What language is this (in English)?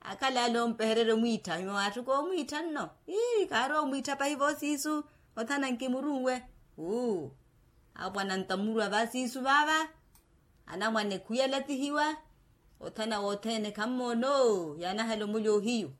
Makhuwa